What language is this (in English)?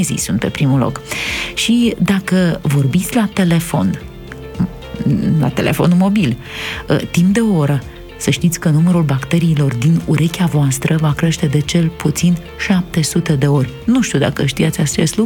Romanian